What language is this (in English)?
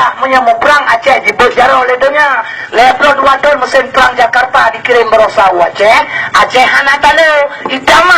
Achinese